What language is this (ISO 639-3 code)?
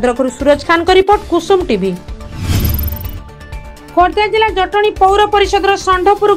ori